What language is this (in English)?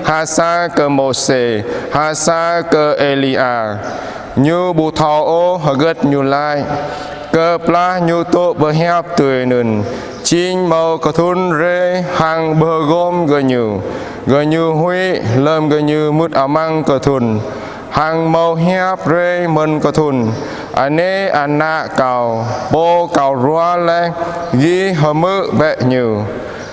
Jarai